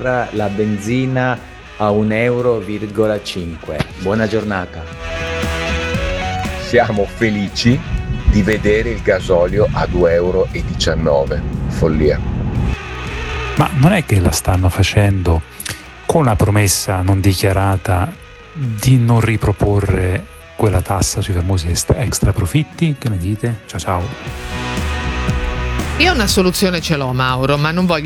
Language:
Italian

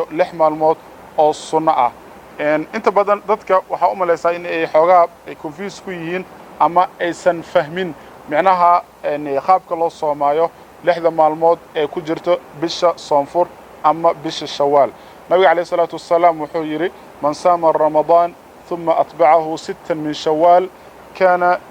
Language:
Somali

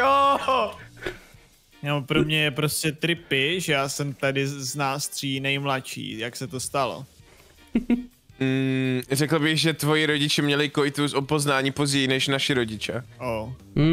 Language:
Czech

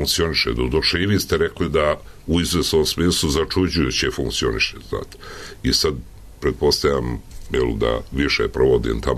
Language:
Serbian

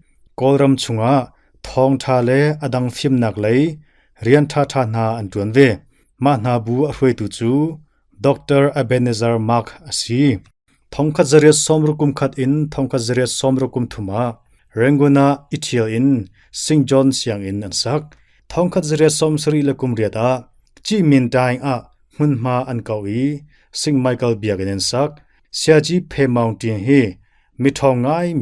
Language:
Hakha Chin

